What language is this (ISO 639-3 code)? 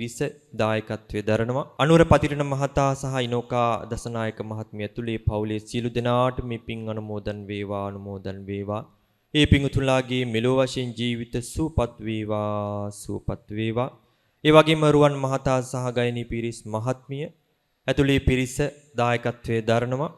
sin